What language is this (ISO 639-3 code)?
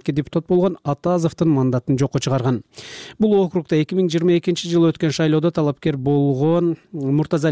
kir